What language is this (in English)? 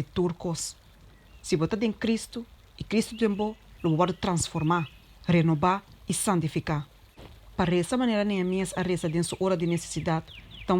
Papiamento